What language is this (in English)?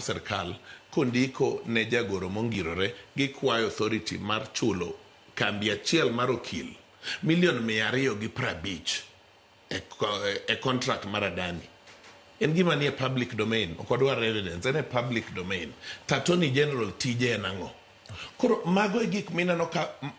Luo (Kenya and Tanzania)